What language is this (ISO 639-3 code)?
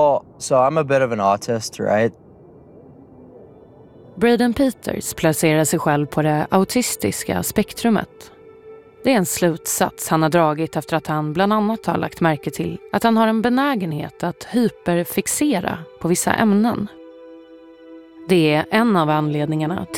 swe